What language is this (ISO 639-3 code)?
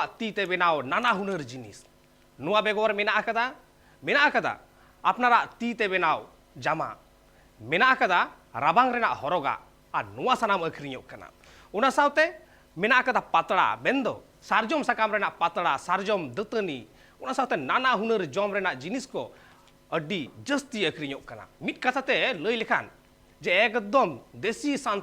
sat